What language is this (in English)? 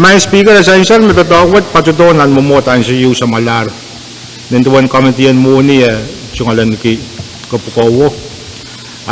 Pohnpeian